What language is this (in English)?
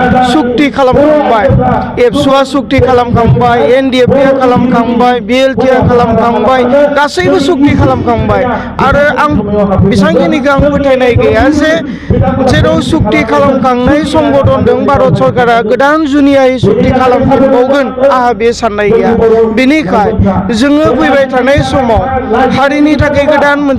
Bodo